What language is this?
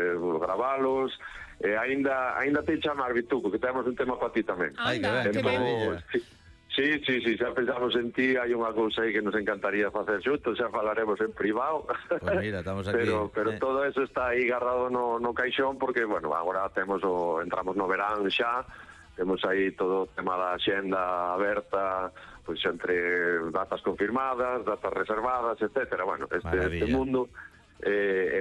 Galician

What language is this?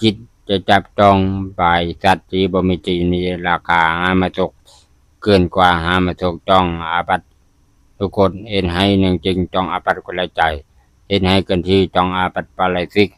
Lao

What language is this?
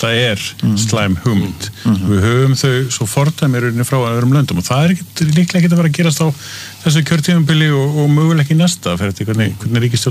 Icelandic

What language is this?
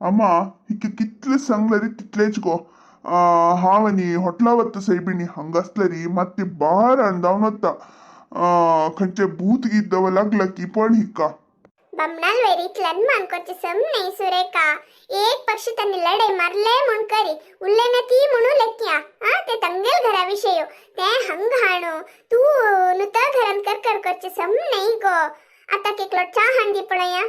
Konkani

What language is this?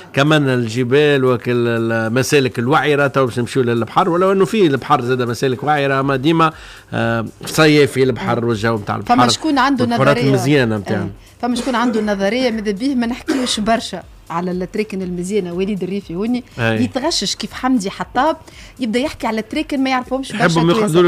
Tunisian Arabic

